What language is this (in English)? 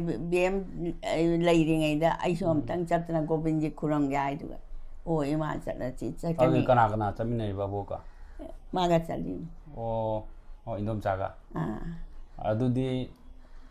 Manipuri